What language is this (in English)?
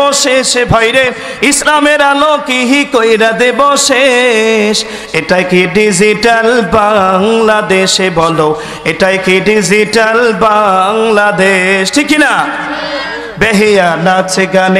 Bangla